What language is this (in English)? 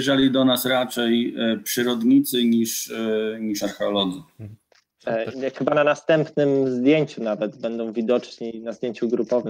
Polish